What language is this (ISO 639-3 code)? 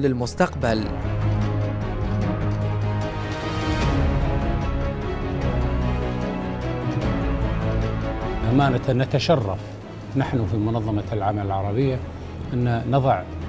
ara